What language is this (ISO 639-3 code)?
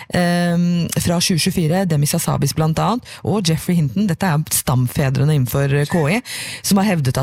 nor